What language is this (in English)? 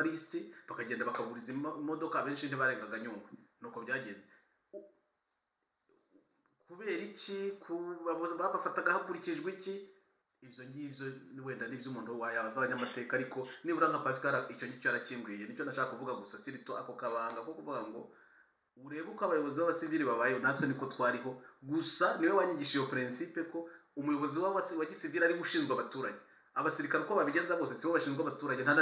Kinyarwanda